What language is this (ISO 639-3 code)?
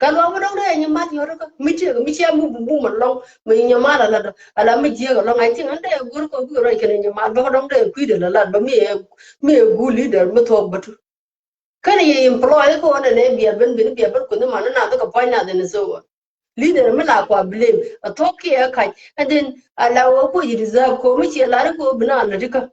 nus